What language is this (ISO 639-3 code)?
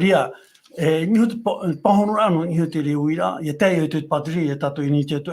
tah